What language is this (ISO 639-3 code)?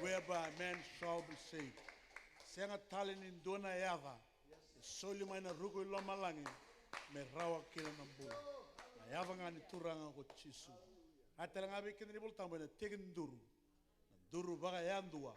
fij